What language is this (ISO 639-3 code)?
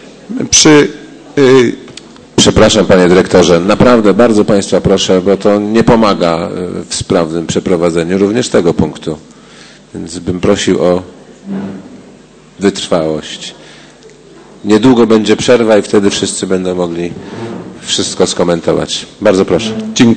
pol